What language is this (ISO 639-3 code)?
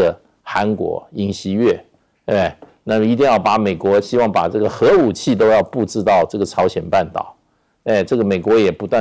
zho